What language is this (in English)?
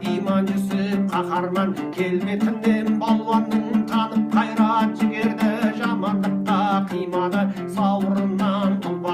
Kazakh